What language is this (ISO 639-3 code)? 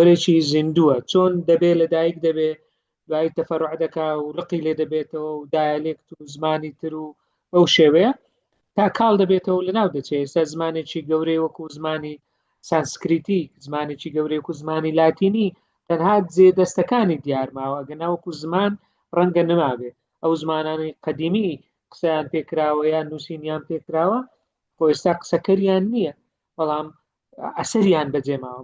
ckb